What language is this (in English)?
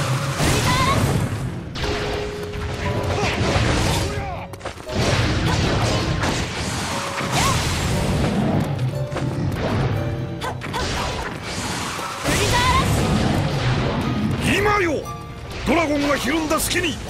Japanese